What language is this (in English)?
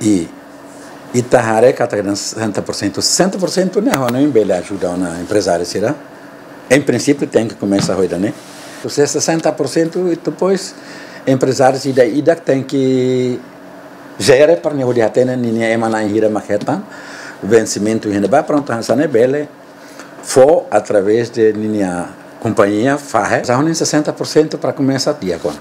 Tetum